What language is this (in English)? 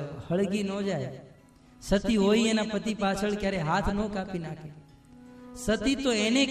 Gujarati